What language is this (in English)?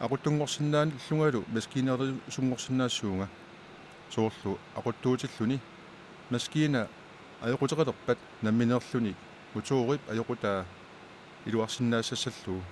Kalaallisut